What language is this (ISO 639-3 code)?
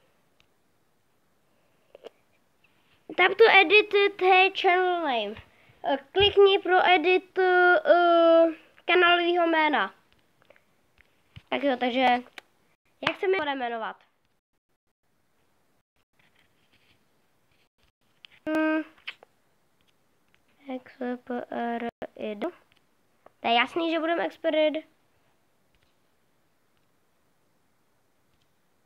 ces